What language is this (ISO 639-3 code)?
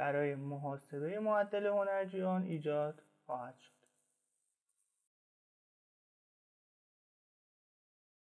fas